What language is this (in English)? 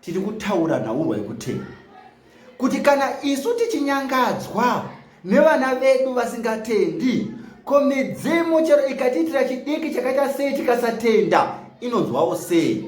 Shona